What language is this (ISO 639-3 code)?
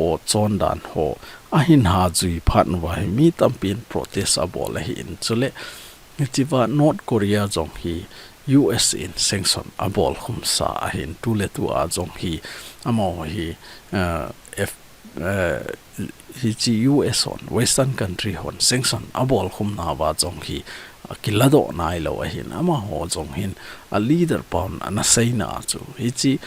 tcz